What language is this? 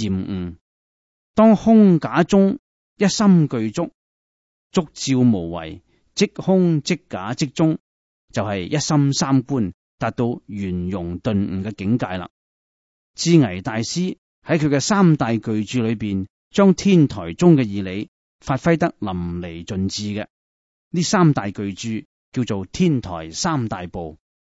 Cantonese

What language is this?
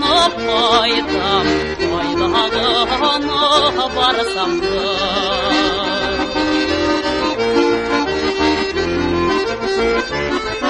Tatar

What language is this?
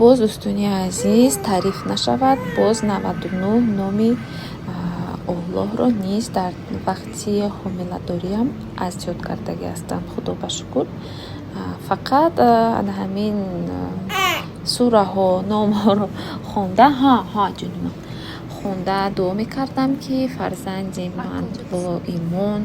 Tajik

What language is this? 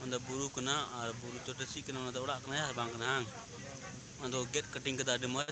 Santali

